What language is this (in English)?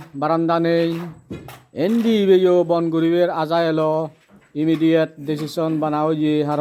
Chakma